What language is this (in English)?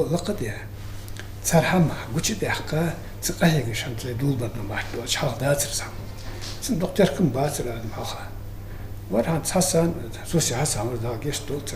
Ingush